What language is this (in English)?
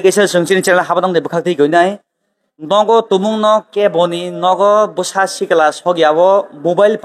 Kok Borok